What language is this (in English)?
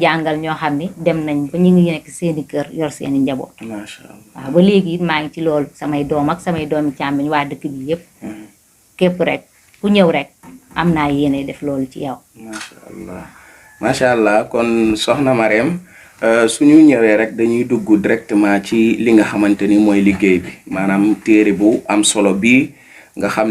Wolof